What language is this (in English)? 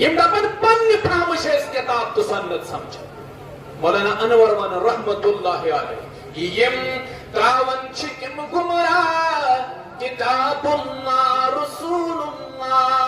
Kashmiri